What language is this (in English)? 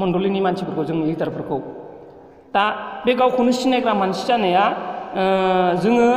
Bodo